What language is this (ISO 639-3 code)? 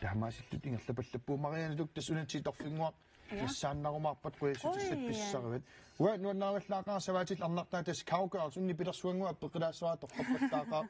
kal